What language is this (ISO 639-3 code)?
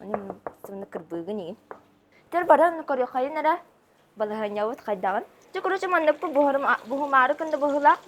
sah